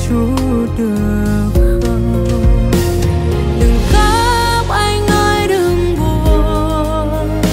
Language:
Vietnamese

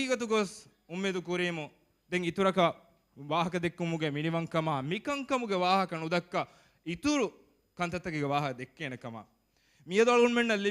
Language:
Divehi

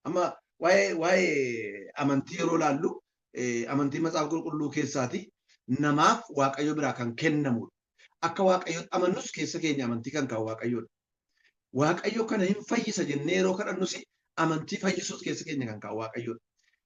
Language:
Oromo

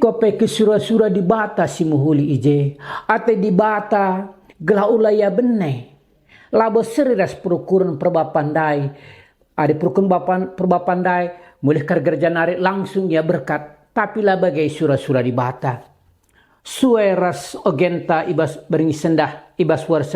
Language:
Batak Karo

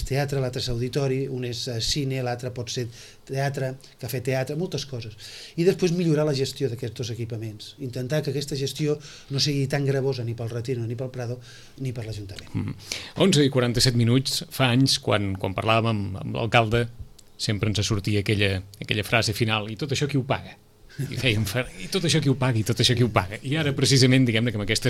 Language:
Catalan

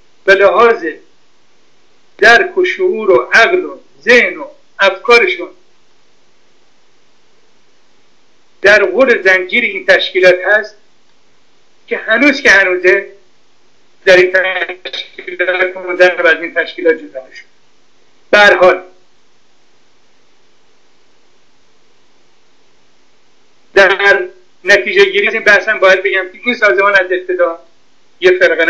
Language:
Persian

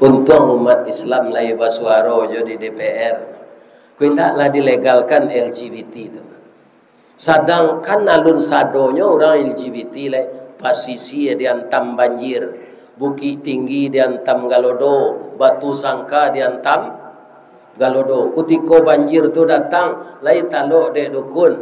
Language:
Minangkabau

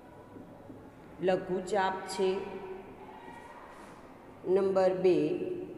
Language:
Gujarati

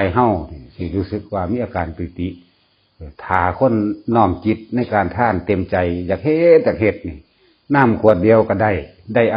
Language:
Northeastern Thai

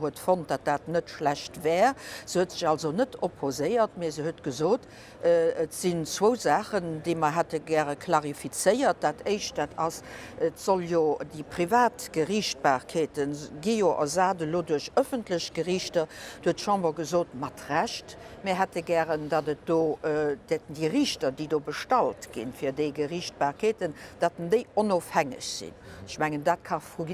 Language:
Luxembourgish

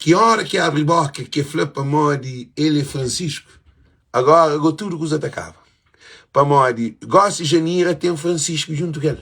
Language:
Kabuverdianu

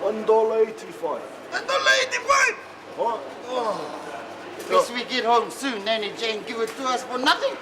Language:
Māori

